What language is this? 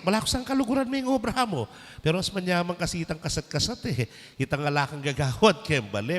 Pampanga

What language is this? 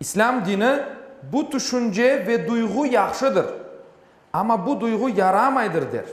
Crimean Tatar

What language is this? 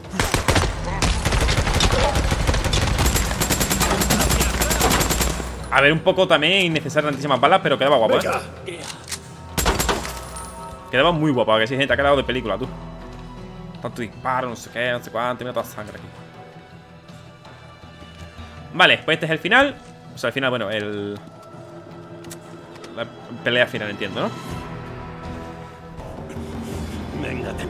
Spanish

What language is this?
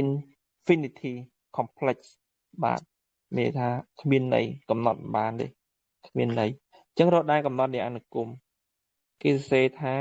Khmer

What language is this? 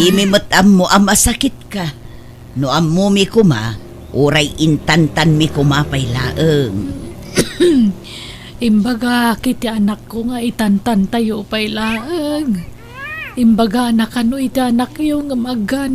Iloko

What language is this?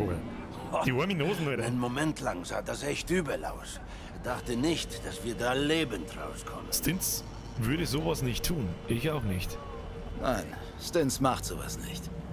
Bavarian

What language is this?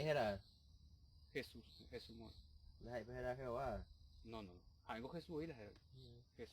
Guarani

